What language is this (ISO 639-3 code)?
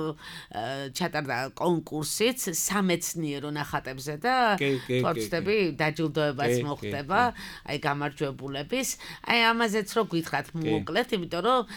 kat